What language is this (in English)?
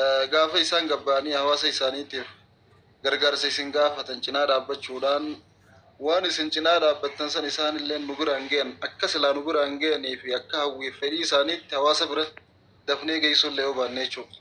Oromo